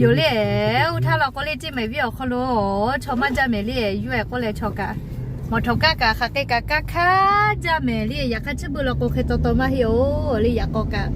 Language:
Lahu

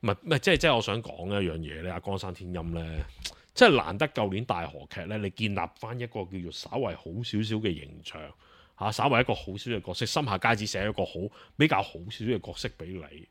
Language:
Cantonese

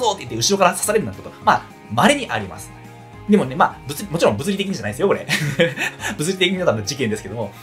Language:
Japanese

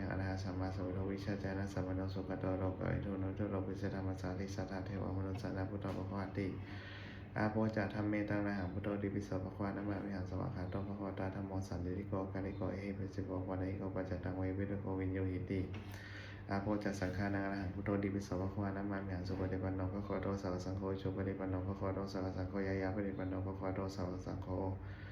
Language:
Pali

